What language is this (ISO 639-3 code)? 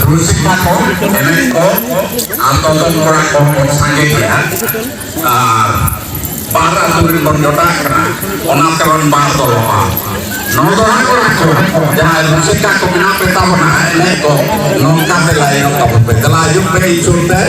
sat